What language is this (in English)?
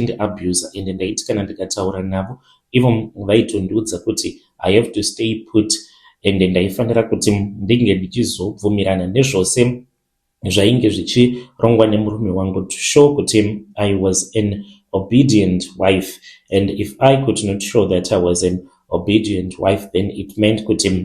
Shona